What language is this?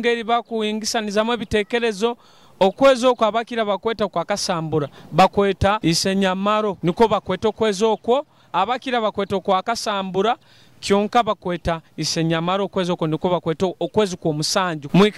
Nyoro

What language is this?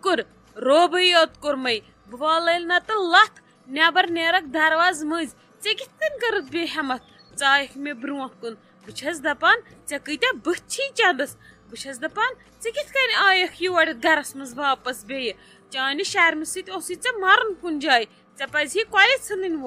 Kashmiri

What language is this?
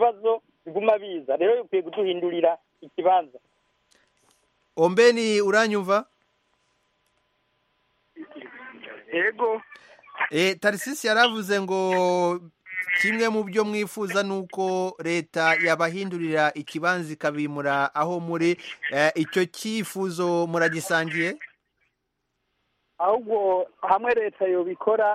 Kinyarwanda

